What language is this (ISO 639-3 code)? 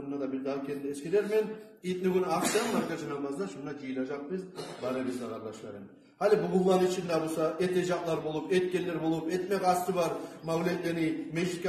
kum